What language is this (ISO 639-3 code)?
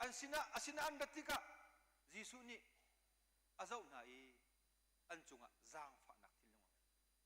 cnh